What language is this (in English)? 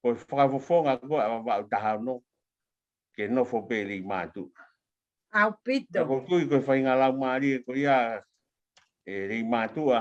Tongan